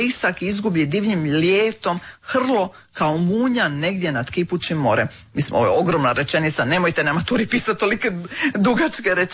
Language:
Croatian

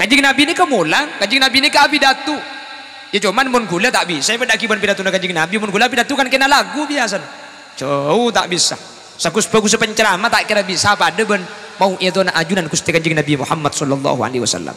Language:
Madurese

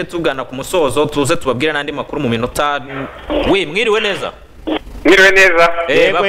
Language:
Kinyarwanda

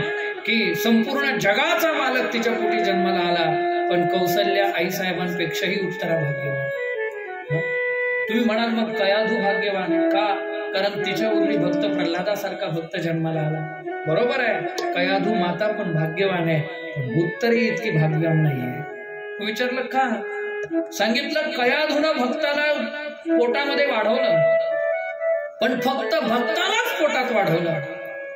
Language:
Marathi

